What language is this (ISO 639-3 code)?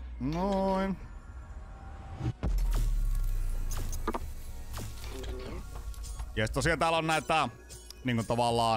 fin